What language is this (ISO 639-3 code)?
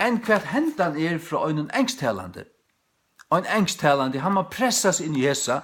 fao